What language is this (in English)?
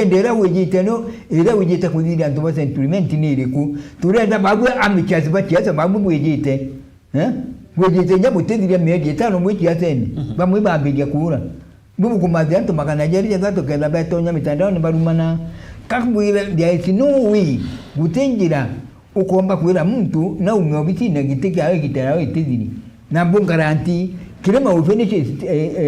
Meru